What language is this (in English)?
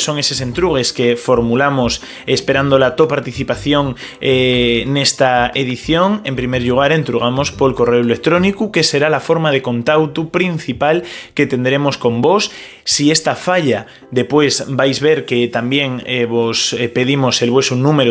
Asturian